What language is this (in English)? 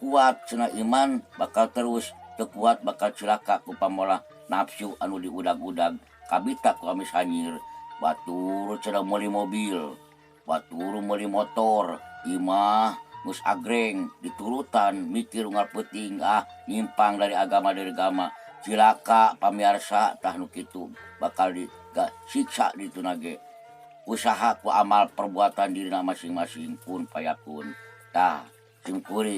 Sundanese